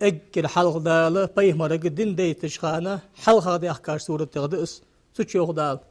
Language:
Ingush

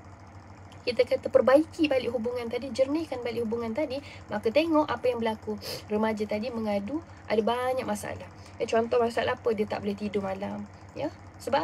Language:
Malay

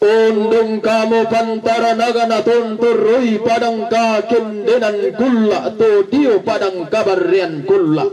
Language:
Toraja-Sa'dan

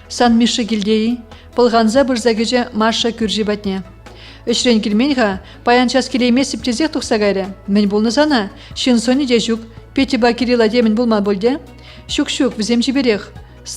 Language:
Chuvash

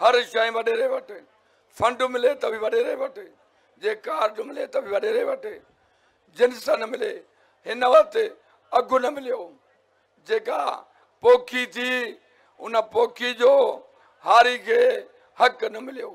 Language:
Sindhi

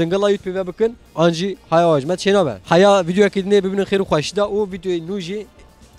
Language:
Kurdish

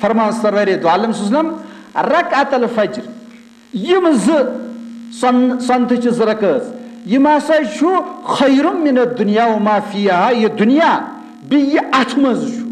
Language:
Kashmiri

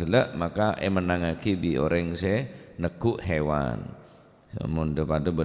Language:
Madurese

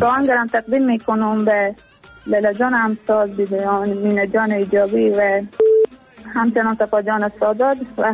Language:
Persian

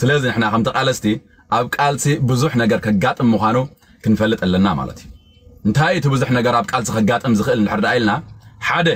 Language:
Tigrinya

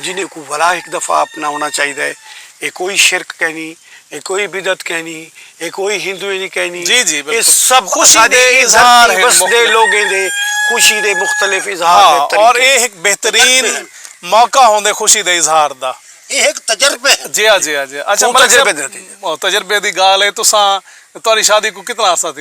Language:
Saraiki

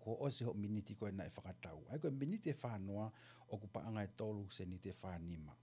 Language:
Tongan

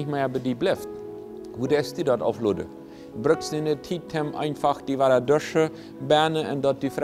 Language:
Plautdietsch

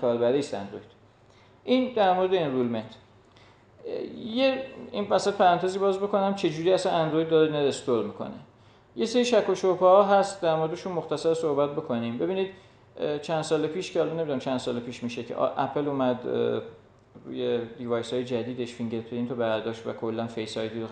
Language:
Persian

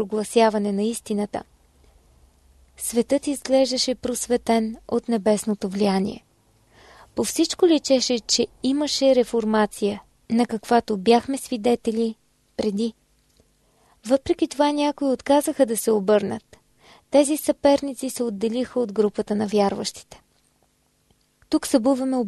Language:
Bulgarian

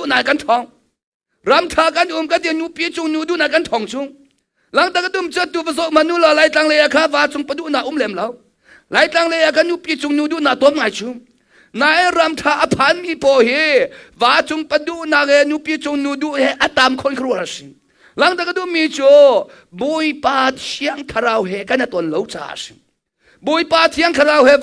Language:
Hakha Chin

